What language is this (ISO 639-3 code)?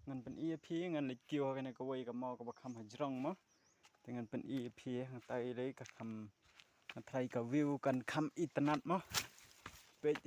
kha